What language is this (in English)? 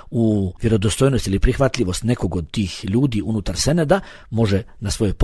Bosnian